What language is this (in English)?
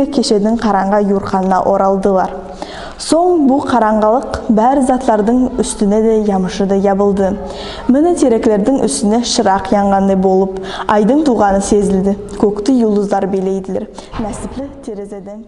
Nogai